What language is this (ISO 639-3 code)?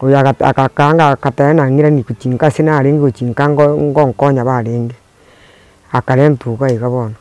guz